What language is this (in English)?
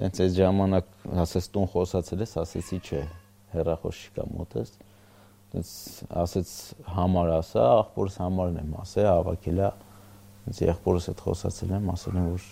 Armenian